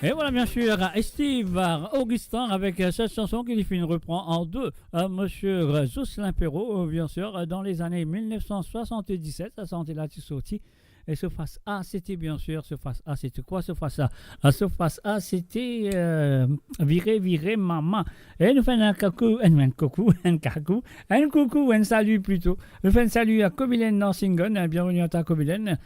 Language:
Morisyen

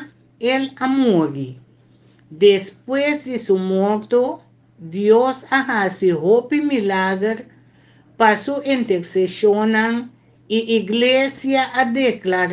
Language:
Papiamento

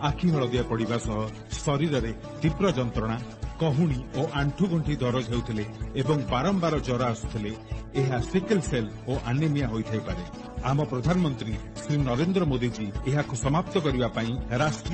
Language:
Odia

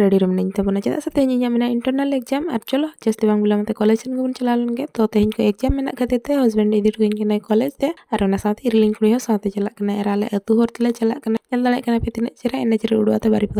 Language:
Santali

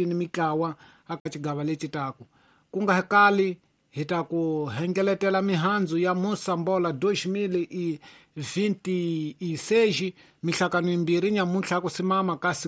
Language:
Tsonga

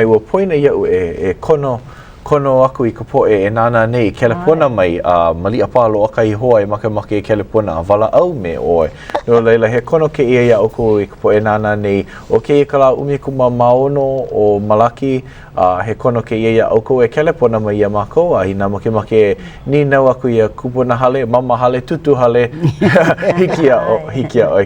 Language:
Hawaiian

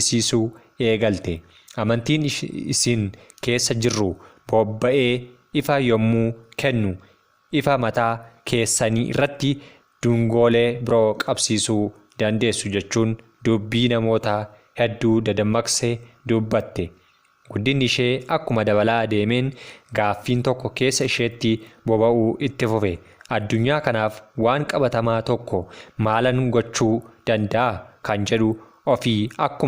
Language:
Oromo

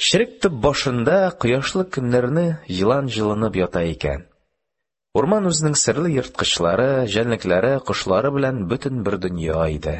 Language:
Tatar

